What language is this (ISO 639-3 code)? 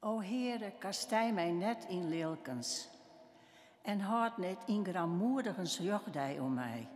fry